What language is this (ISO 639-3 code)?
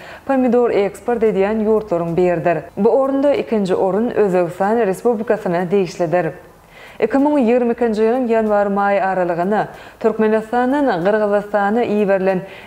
tuk